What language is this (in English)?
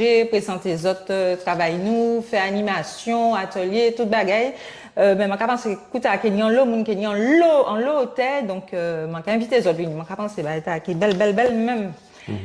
Guadeloupean Creole French